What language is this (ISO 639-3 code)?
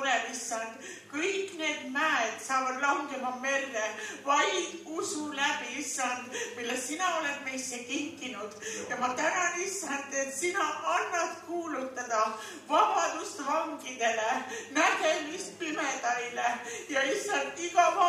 est